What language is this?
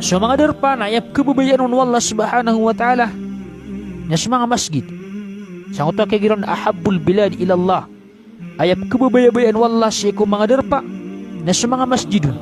Maranao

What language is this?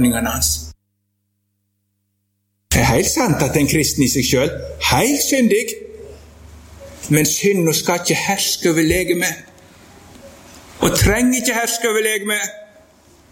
Norwegian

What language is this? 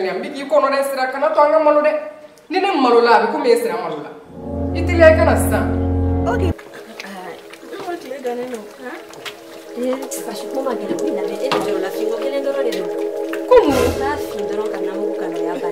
Bambara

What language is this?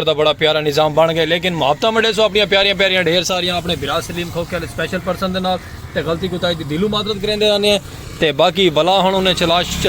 Saraiki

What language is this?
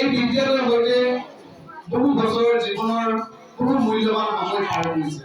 Assamese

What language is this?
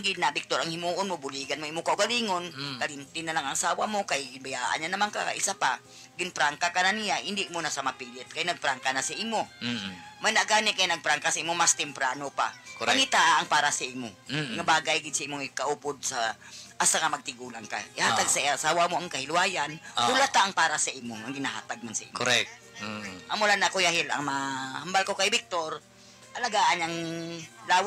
Hiligaynon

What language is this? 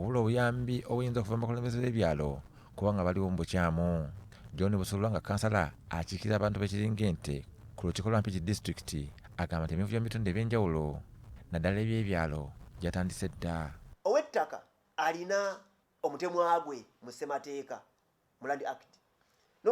Ganda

